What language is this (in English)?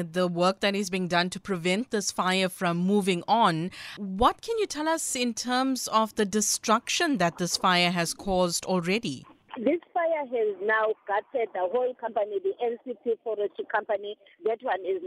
English